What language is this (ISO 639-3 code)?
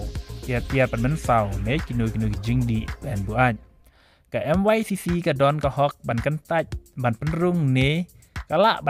kha